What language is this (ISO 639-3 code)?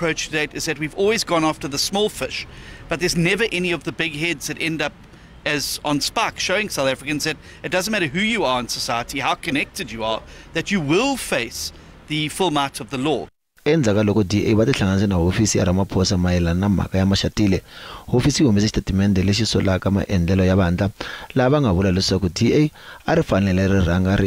tso